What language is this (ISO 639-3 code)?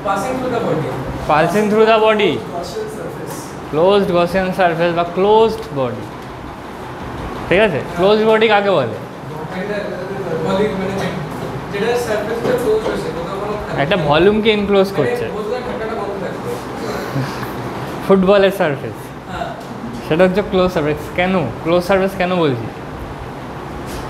ben